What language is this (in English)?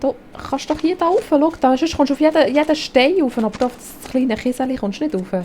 Swiss German